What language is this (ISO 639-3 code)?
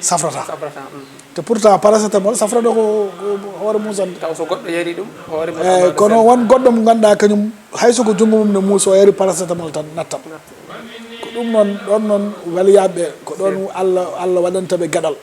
ful